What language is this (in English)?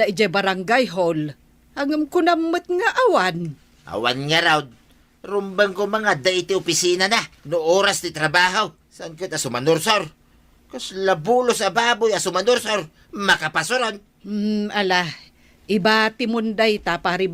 Iloko